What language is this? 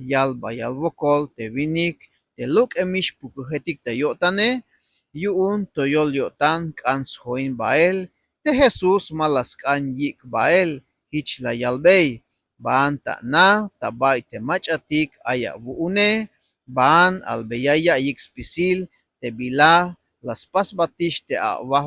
Tzeltal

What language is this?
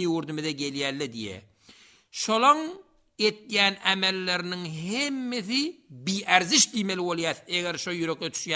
Turkmen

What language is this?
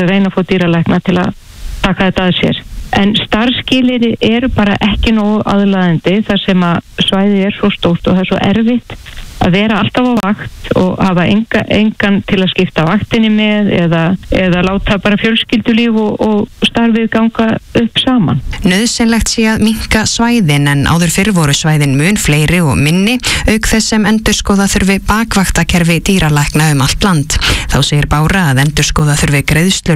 Icelandic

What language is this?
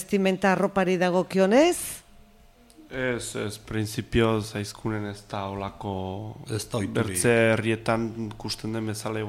Basque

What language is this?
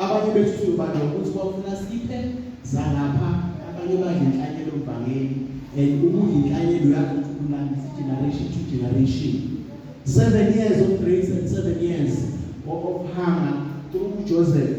Zulu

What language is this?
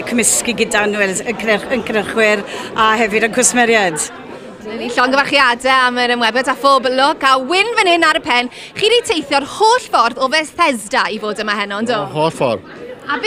Welsh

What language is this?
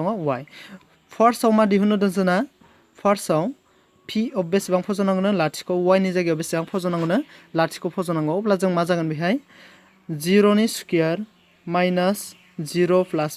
Bodo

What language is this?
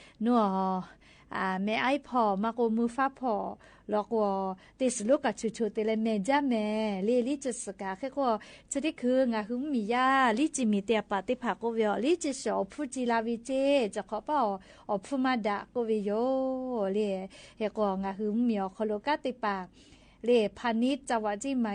Lahu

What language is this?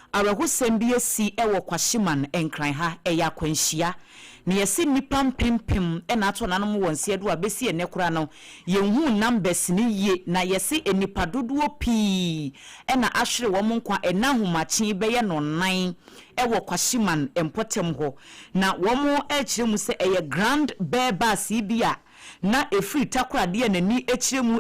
Akan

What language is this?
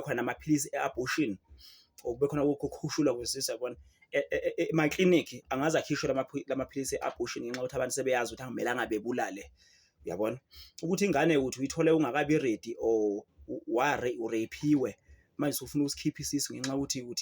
Zulu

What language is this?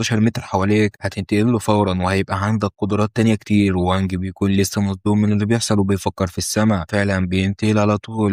Egyptian Arabic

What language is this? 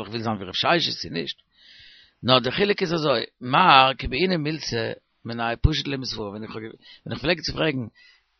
Yiddish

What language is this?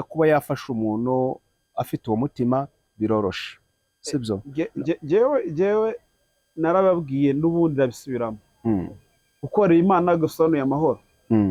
Kinyarwanda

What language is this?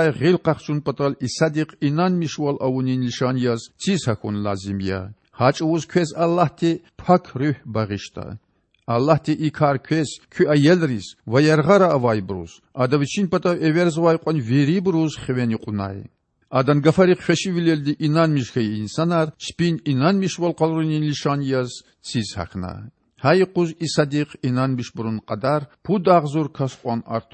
Lezghian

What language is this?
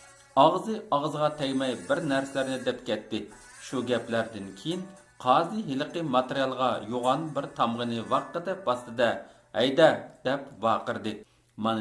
Uyghur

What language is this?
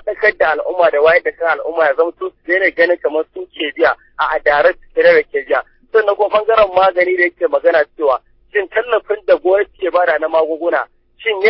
Hausa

